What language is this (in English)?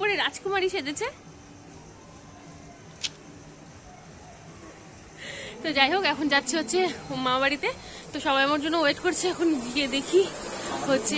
Bangla